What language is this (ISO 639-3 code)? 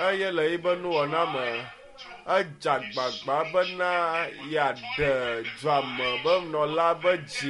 ewe